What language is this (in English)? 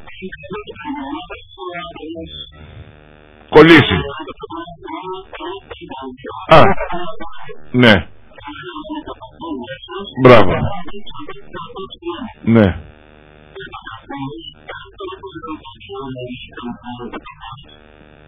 Greek